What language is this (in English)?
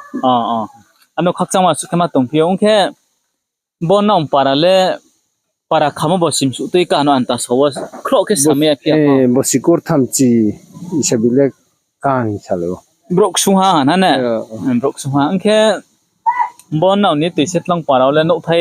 Riang (India)